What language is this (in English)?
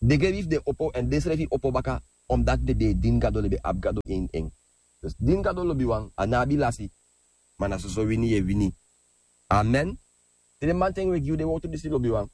Sranan Tongo